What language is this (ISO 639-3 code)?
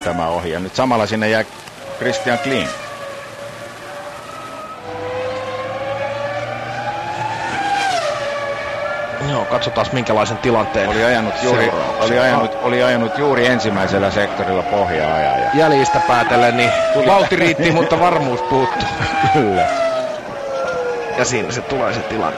fin